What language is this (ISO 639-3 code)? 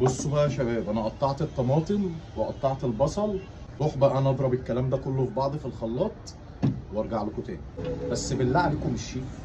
arz